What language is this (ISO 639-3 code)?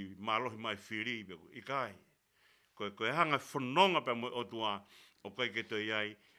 ton